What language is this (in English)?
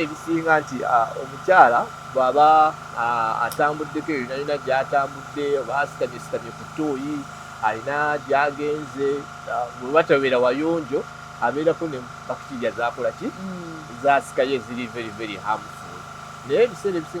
Ganda